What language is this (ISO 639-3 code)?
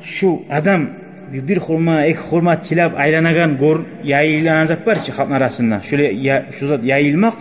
kum